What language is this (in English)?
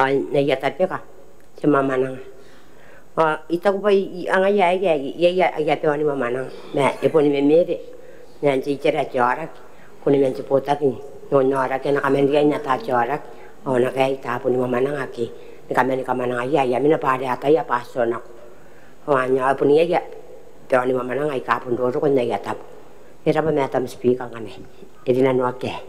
Gilbertese